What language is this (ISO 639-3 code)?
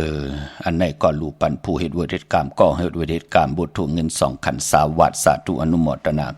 shn